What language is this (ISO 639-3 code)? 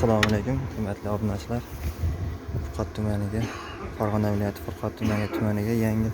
uzb